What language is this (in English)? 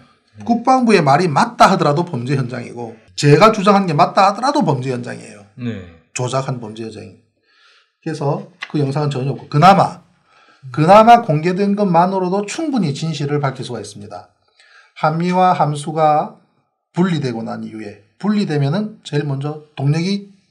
Korean